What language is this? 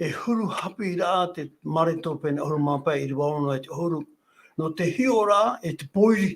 Tahitian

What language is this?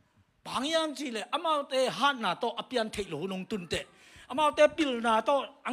Tedim Chin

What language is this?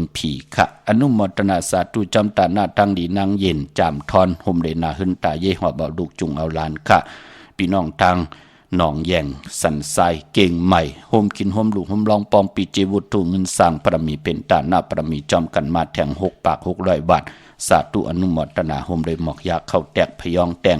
Shan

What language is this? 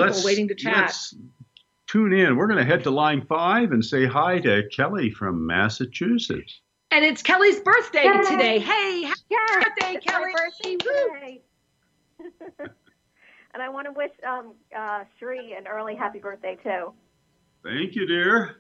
English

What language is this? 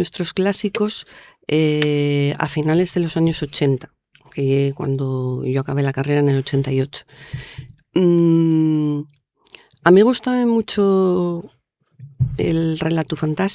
Asturian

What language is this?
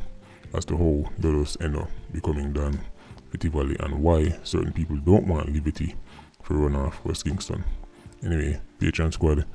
Jamaican Creole English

